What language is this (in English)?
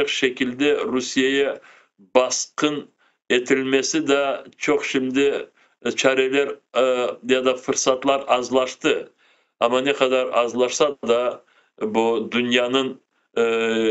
Crimean Tatar